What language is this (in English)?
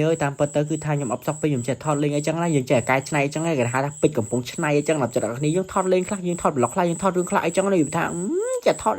Khmer